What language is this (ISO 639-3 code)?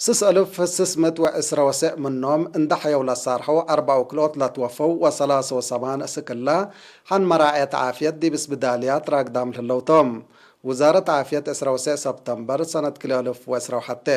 tig